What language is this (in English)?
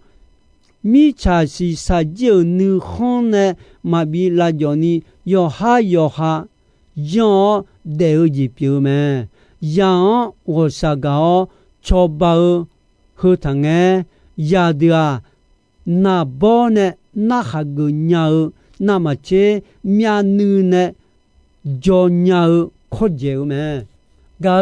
Akha